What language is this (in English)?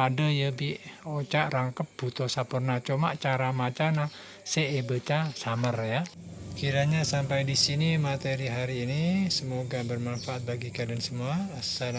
Madurese